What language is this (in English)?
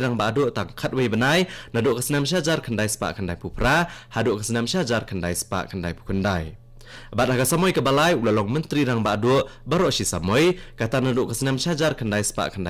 Khasi